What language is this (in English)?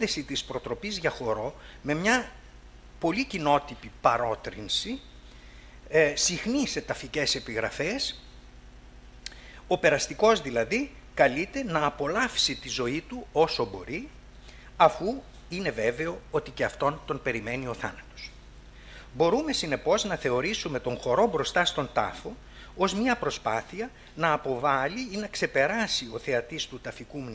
Greek